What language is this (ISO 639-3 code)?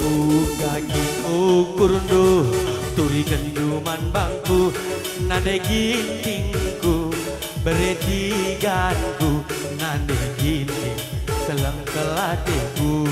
btx